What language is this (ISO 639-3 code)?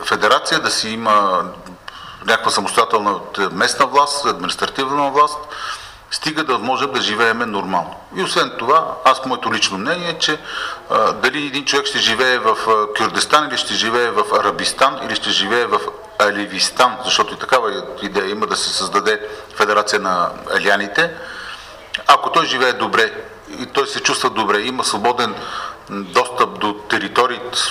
bul